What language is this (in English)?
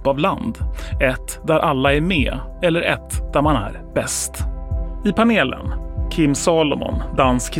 Swedish